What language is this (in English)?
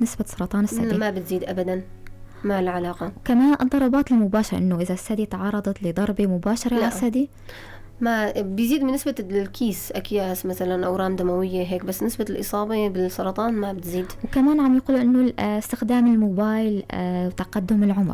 North Levantine Arabic